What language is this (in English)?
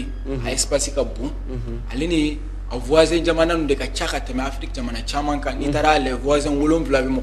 Bambara